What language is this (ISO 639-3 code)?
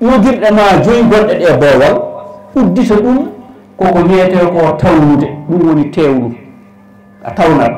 ful